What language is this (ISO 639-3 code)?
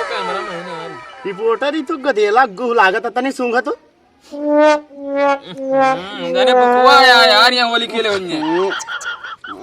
awa